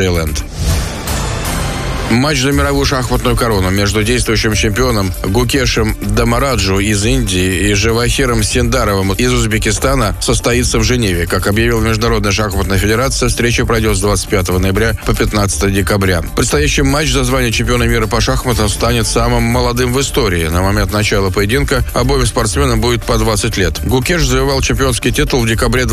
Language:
Russian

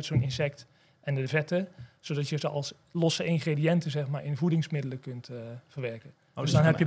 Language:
Dutch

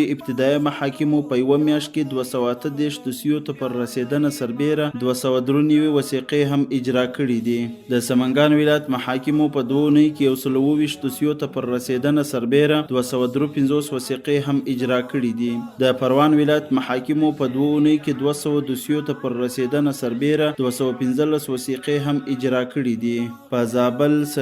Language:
Pashto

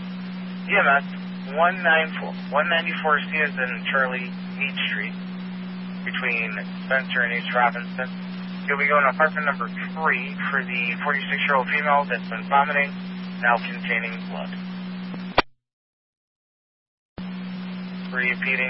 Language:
English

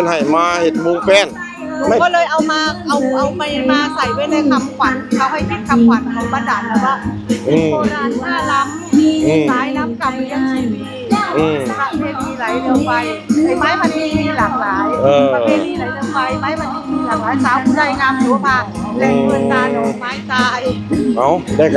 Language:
Northeastern Thai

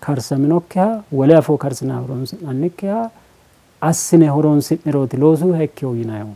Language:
Sidamo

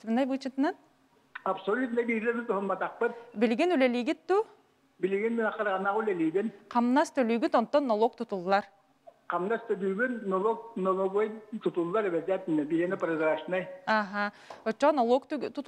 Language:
Yakut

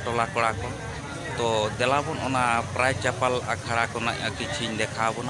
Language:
Santali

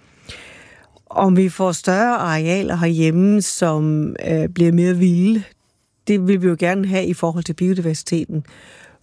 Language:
Danish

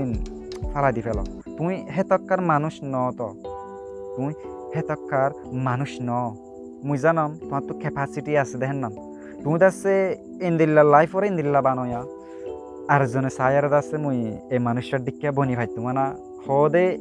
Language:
Rohingya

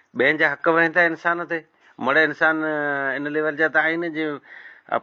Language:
Sindhi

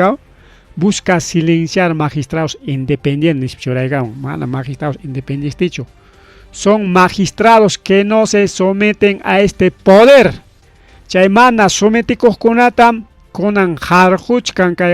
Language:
Ayacucho Quechua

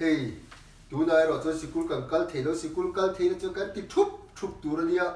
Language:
Mizo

